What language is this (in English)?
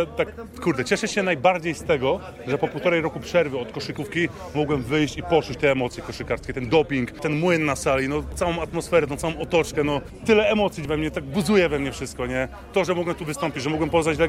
Polish